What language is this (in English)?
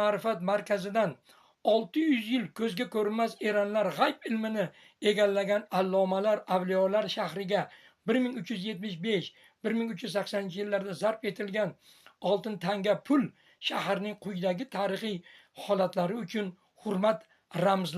Uzbek